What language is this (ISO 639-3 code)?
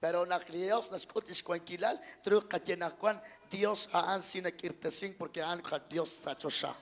kek